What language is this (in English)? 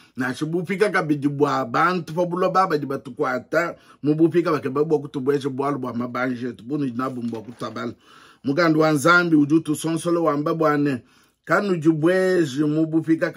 Luba-Lulua